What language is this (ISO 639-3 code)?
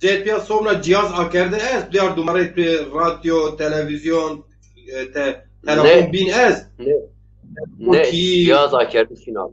zza